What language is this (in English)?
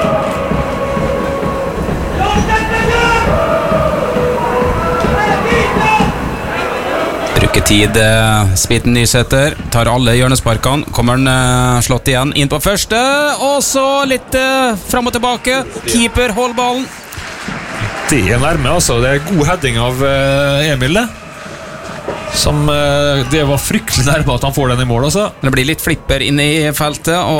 Norwegian